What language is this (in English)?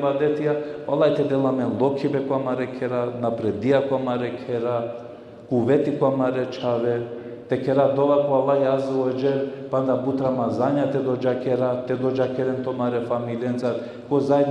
Balkan Romani